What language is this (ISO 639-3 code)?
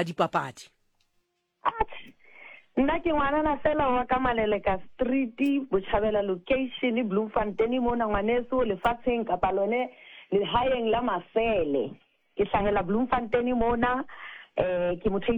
sot